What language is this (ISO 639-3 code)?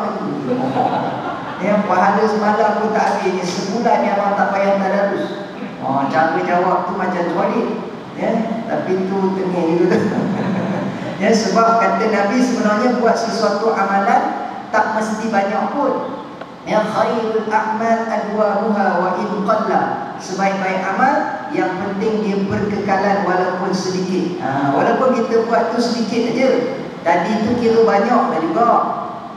msa